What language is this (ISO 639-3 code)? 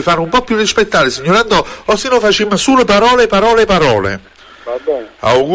ita